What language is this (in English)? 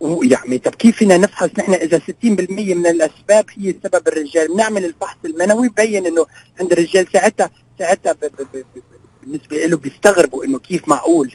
North Levantine Arabic